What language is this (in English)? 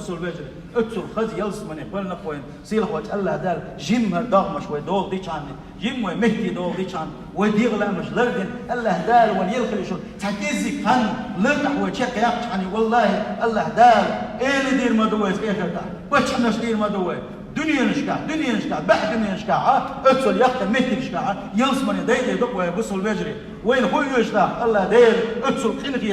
Chechen